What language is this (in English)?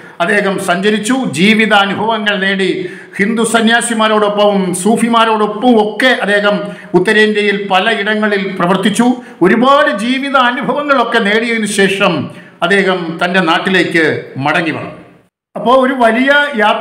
Malayalam